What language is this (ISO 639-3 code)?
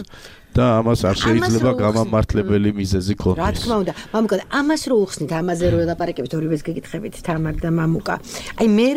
kat